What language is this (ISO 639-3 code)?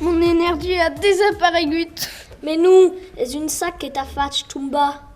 oci